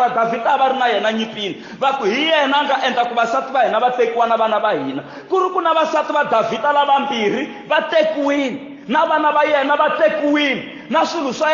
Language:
Tsonga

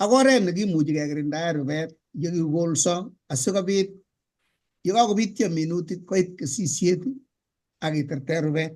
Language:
Kalenjin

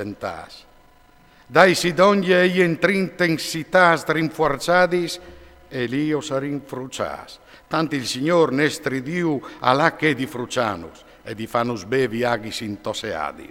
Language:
Friulian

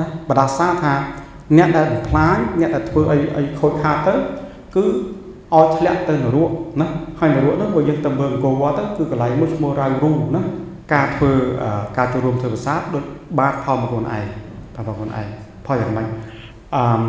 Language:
Khmer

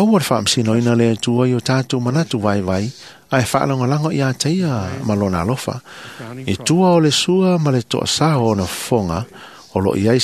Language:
Samoan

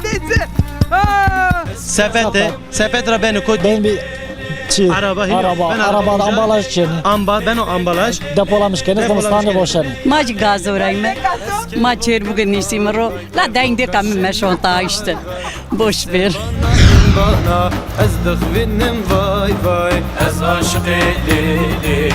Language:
Zaza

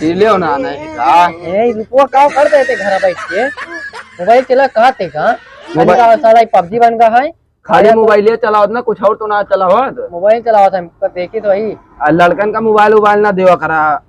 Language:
Awadhi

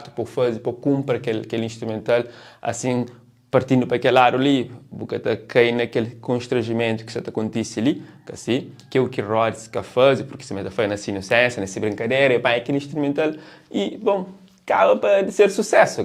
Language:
Kabuverdianu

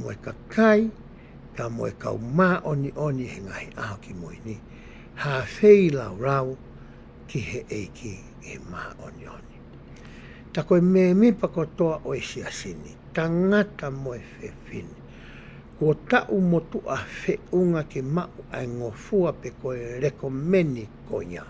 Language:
Tongan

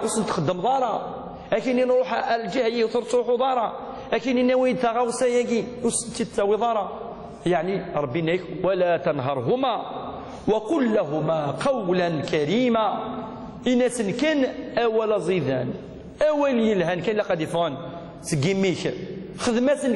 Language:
Kabyle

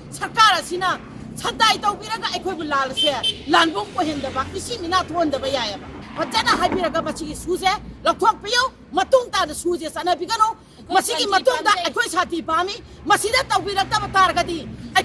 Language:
Manipuri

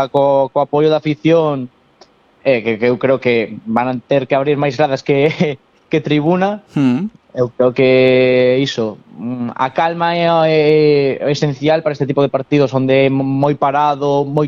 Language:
Galician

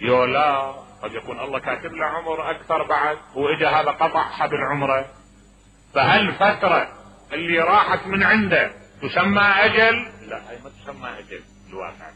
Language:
Mesopotamian Arabic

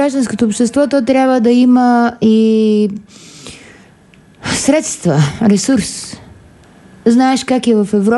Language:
Bulgarian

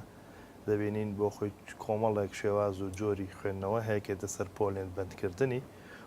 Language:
Central Kurdish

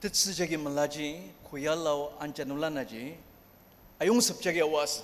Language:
Ao Naga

